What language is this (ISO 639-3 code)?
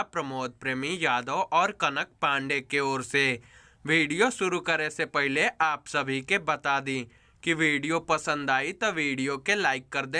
bho